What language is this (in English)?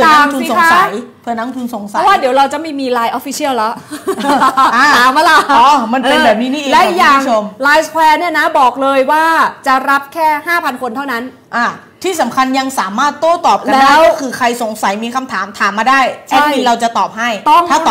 Thai